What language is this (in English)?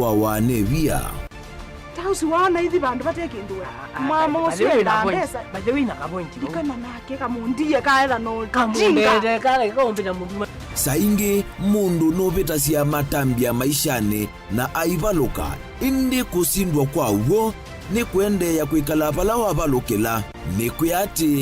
Kamba